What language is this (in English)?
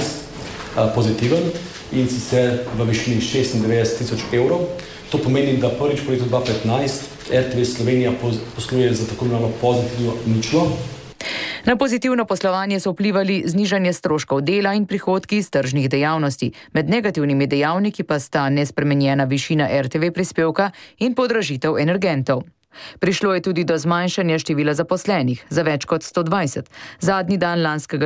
Slovenian